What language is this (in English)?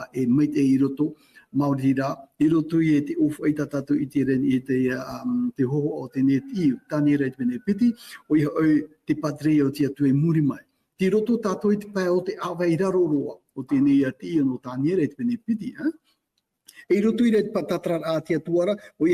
Tahitian